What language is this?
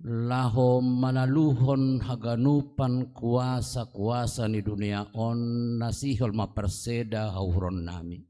Batak Simalungun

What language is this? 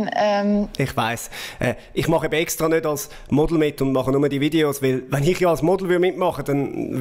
Swiss German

